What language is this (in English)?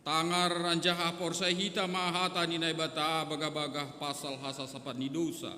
Batak Simalungun